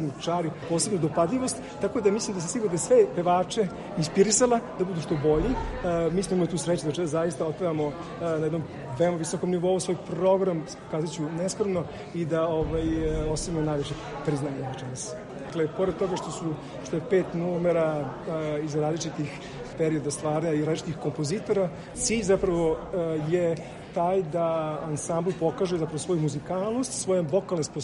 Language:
Serbian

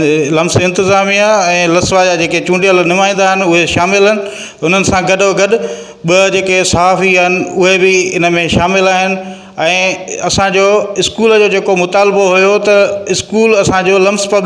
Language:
Sindhi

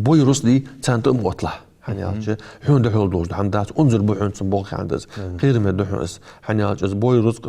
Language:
Ingush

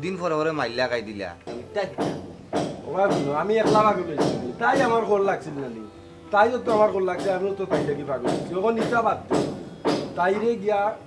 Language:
Sylheti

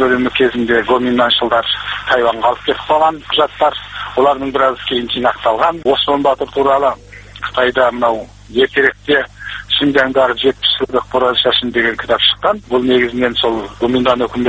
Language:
Kazakh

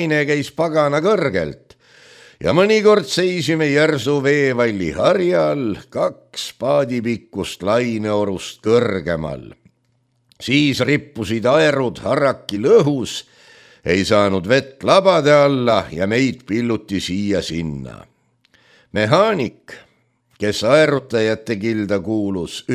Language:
Estonian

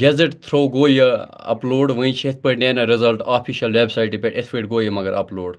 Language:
Kashmiri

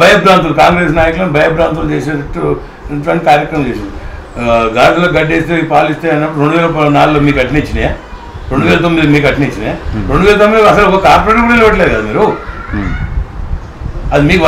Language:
Telugu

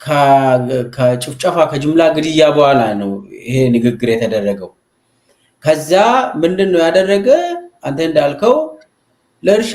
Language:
Amharic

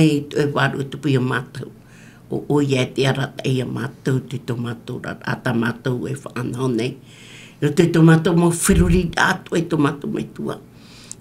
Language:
Tahitian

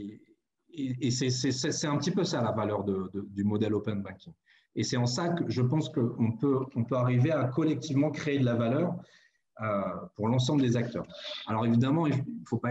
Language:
French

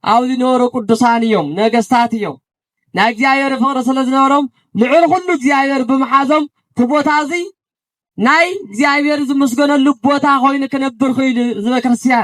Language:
Tigrinya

